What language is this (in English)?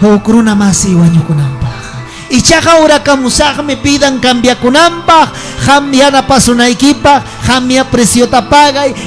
Ayacucho Quechua